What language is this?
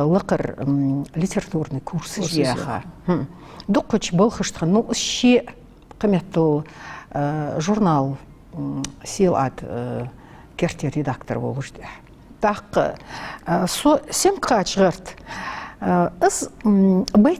Ingush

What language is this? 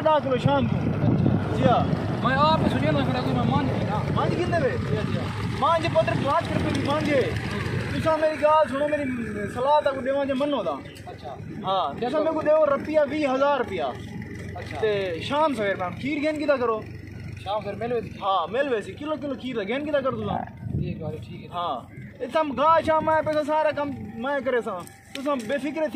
Saraiki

